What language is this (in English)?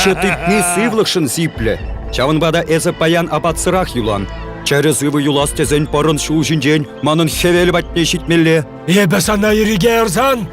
Chuvash